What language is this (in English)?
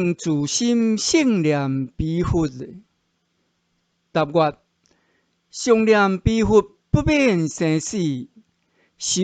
Min Nan Chinese